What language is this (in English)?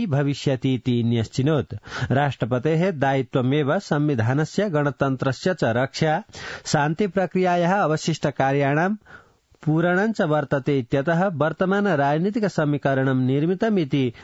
Sanskrit